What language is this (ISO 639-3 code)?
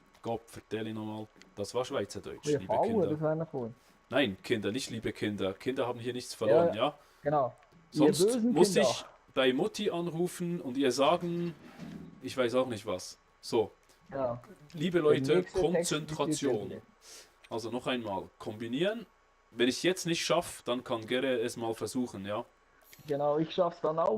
gsw